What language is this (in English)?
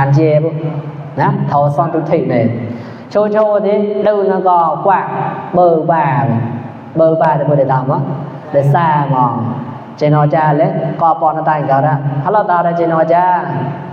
Mon